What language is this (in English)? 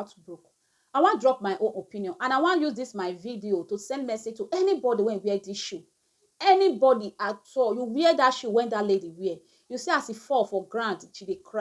Nigerian Pidgin